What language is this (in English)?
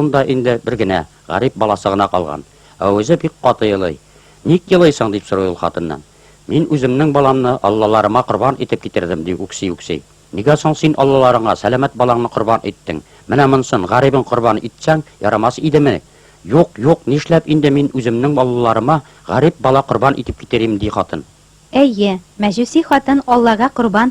Tatar